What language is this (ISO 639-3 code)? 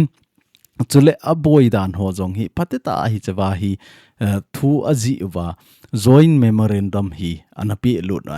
tcz